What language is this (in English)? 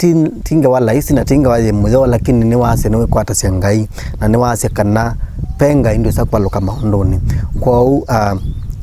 Kamba